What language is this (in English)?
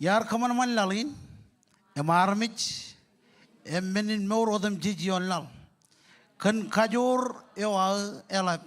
Marshallese